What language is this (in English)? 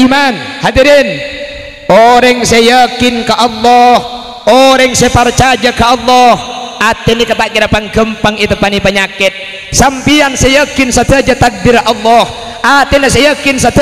Madurese